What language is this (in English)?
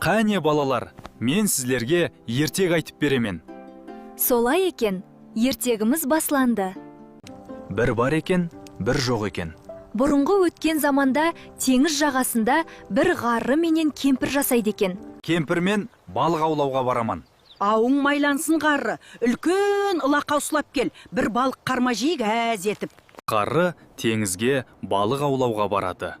Kara-Kalpak